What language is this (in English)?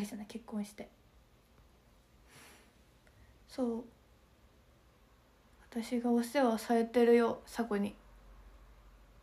Japanese